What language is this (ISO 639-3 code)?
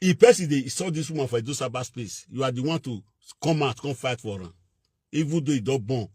pcm